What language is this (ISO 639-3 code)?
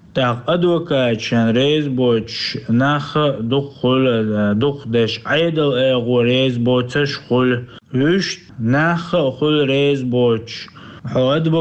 che